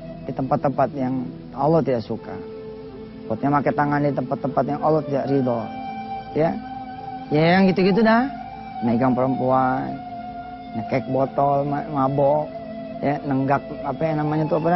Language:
Indonesian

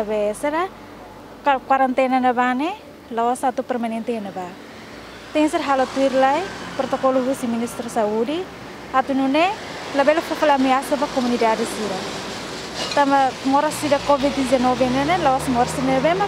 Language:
Tetum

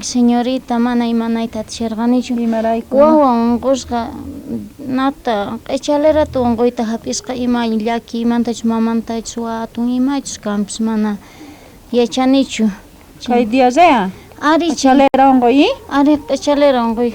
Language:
South Bolivian Quechua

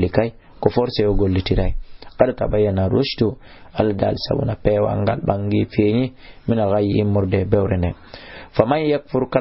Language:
Fula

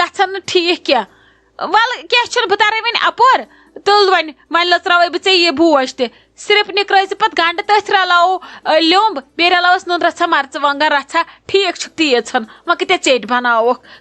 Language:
Kashmiri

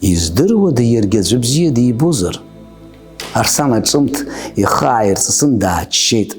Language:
Abkhazian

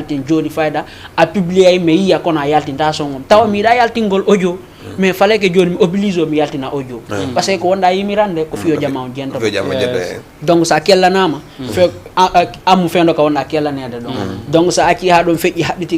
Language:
Fula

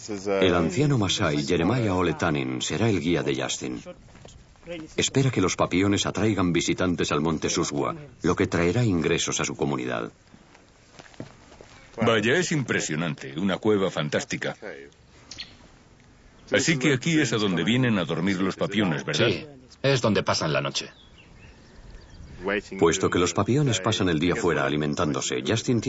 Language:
Spanish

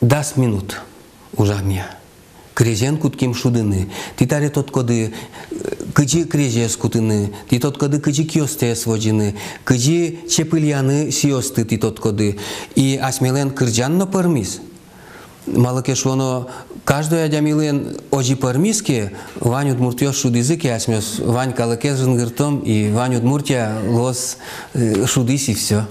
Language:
Udmurt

